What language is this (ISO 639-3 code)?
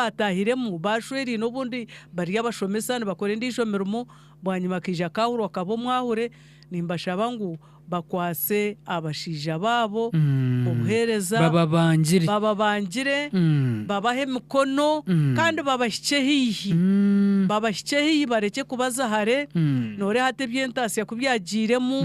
nyn